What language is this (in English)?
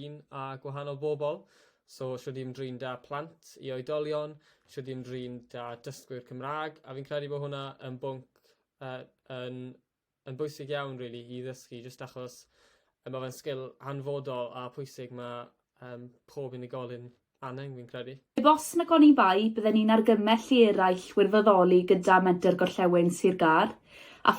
Welsh